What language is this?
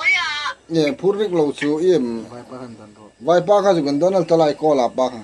Hmar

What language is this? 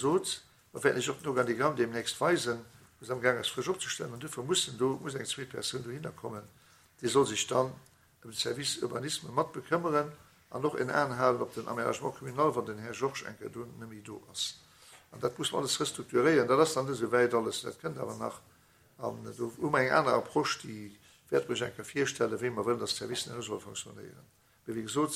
Luxembourgish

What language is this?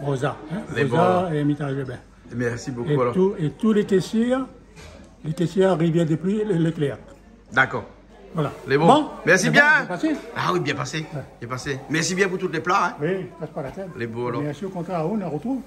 Réunion Creole French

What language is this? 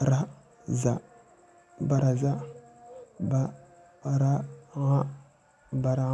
Wolof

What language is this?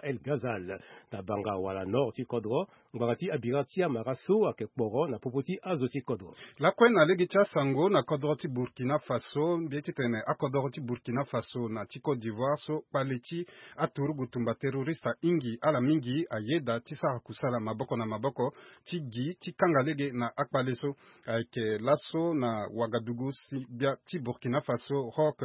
Sango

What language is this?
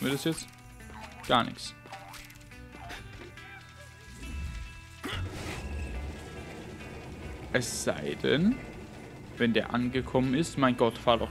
German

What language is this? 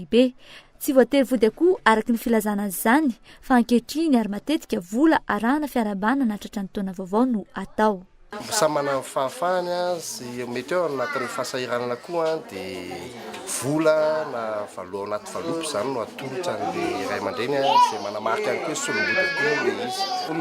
Malagasy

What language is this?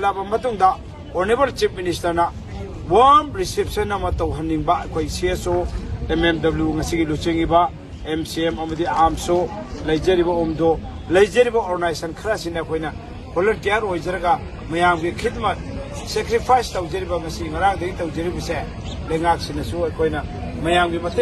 Manipuri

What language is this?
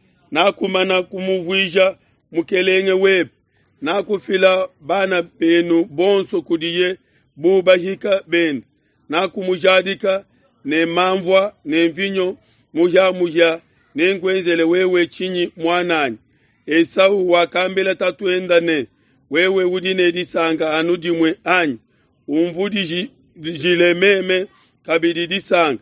Luba-Lulua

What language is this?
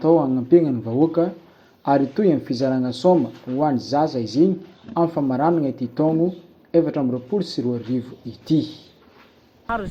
Malagasy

